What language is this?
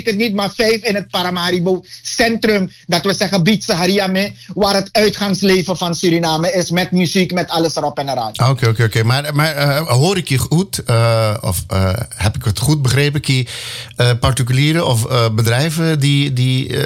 Dutch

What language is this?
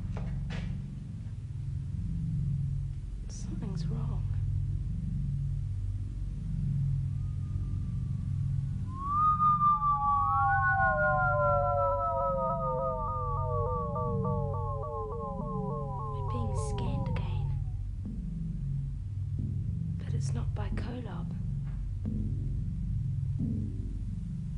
English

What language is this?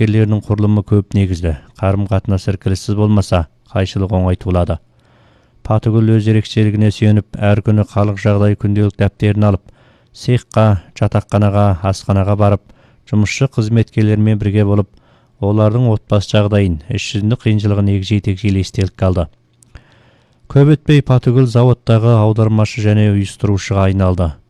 Kazakh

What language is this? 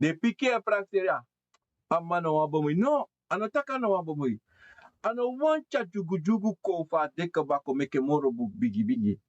Sranan Tongo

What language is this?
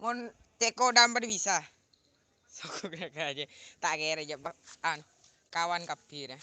Madurese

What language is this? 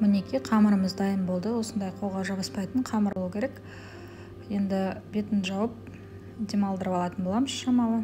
Kazakh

